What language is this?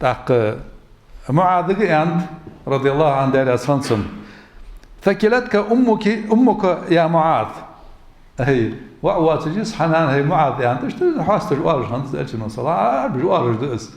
Ingush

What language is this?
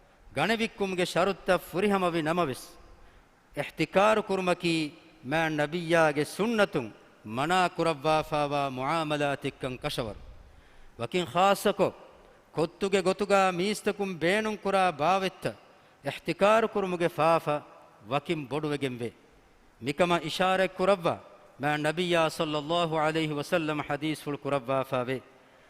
Divehi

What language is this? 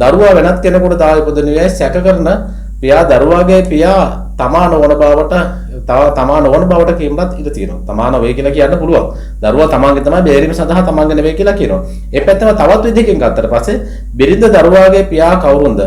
Sinhala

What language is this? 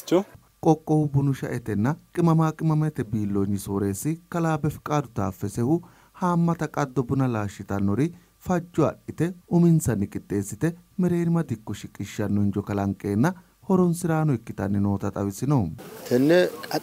Sidamo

